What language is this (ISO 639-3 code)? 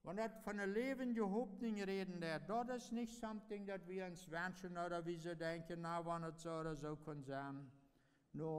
pdt